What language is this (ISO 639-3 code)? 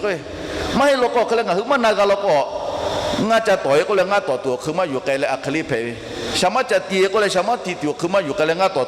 lhu